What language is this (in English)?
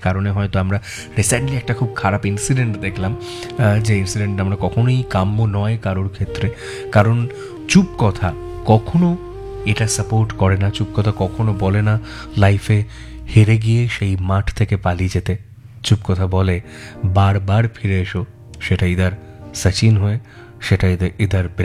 Bangla